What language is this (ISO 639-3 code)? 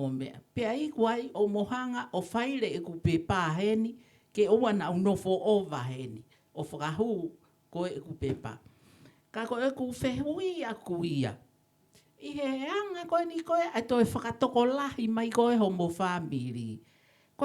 ton